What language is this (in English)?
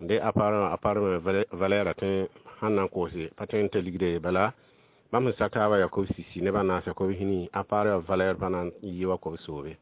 Mossi